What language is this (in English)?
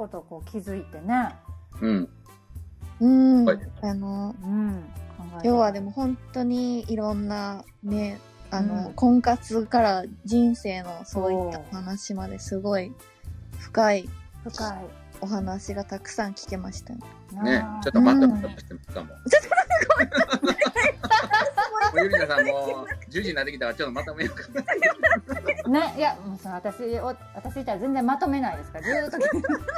Japanese